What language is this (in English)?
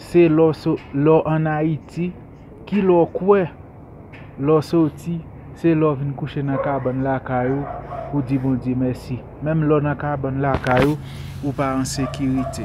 Haitian Creole